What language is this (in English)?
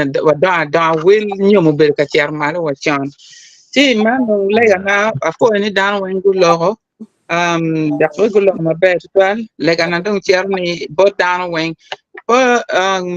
Acoli